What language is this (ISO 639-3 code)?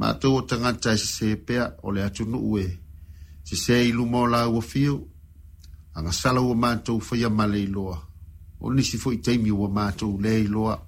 smo